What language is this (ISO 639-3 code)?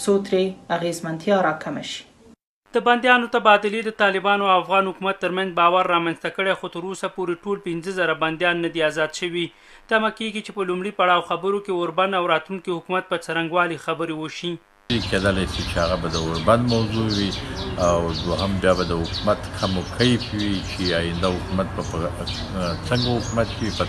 pus